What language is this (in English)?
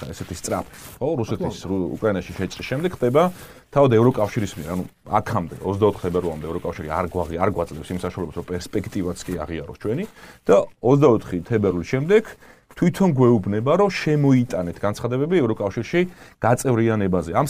Georgian